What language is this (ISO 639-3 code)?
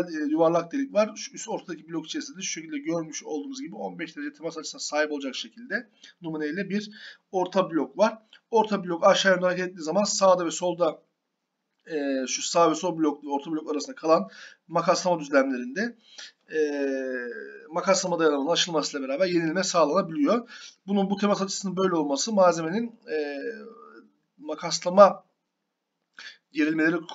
tur